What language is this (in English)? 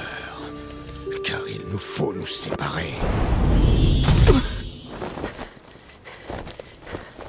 French